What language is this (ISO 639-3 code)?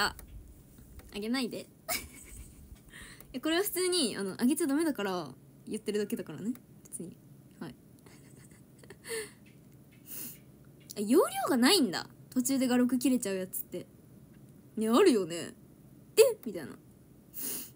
jpn